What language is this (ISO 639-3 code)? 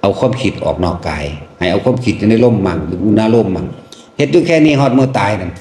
tts